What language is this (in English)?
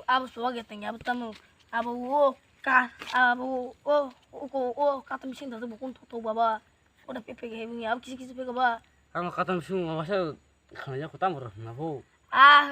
Kok Borok